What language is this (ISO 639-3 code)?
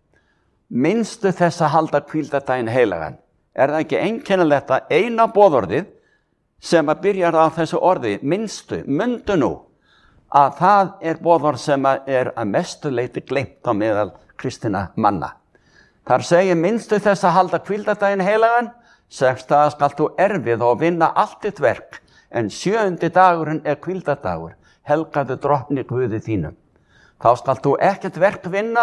isl